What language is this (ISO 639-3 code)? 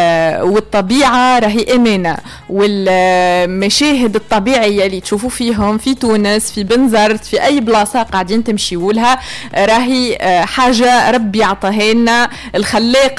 aeb